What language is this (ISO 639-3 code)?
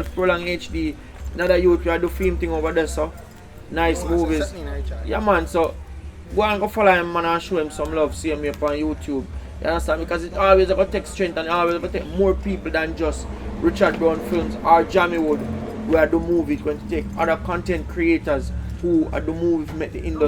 jam